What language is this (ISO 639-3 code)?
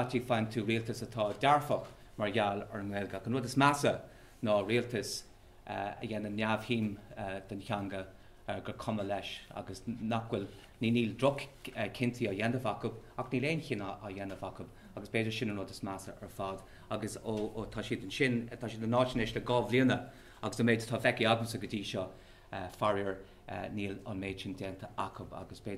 gle